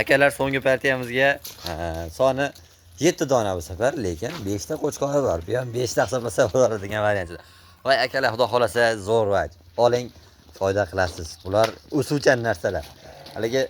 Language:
Uzbek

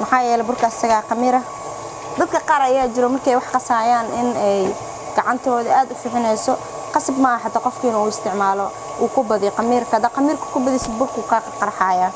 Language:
Somali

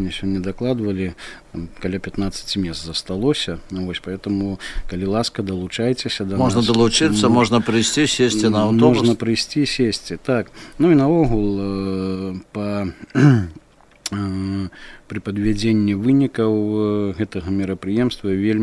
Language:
Belarusian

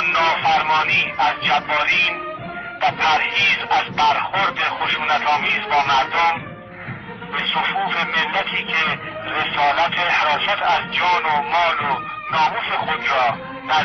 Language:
Persian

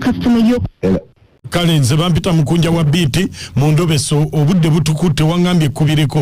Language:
Ganda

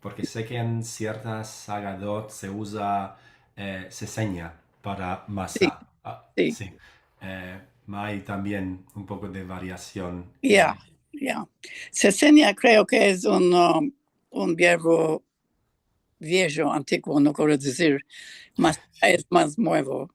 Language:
Ladino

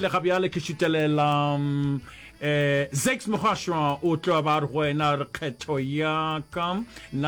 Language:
Northern Sotho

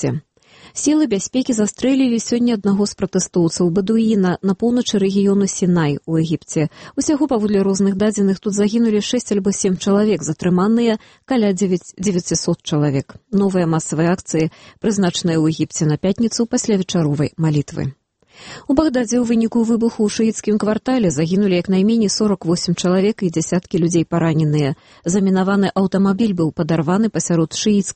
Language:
Belarusian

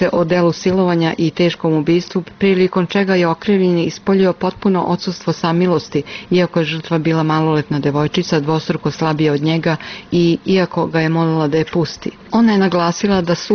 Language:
Serbian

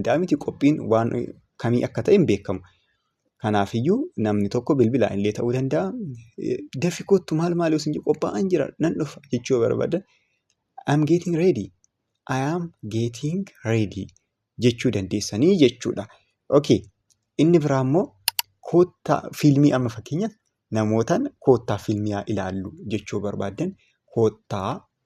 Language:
Oromo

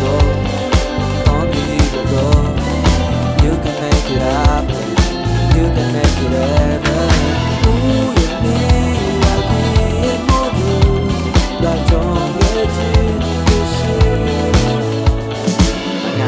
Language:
Korean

